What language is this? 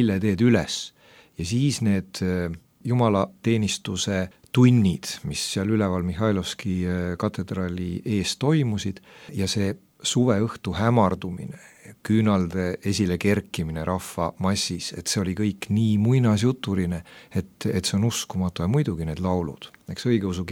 Estonian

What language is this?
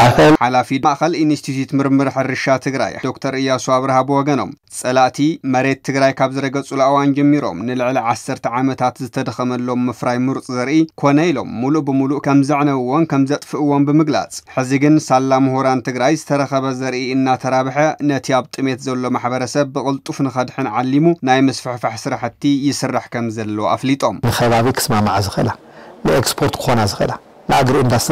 Tigrinya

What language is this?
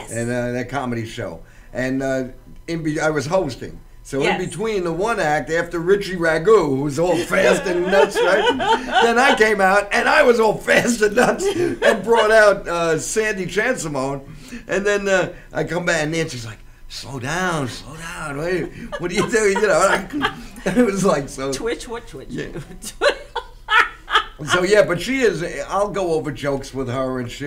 English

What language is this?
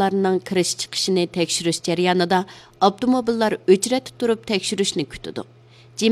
Uyghur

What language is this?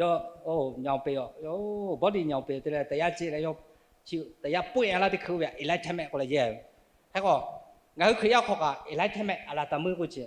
Lahu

